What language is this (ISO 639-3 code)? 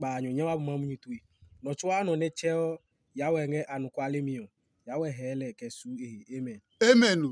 ada